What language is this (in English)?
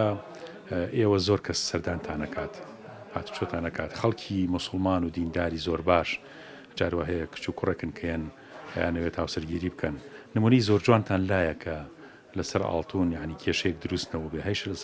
Central Kurdish